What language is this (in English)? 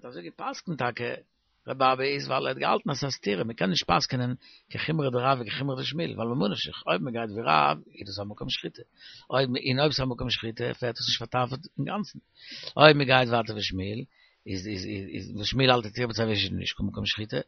Yiddish